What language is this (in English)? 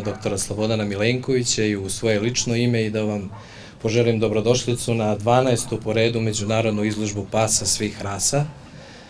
Serbian